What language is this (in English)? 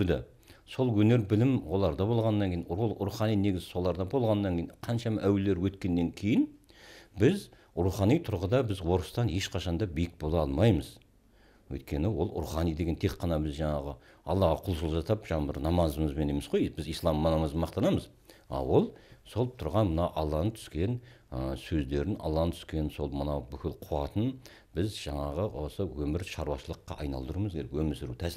Kazakh